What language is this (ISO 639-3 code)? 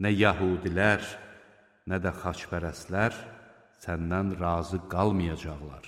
aze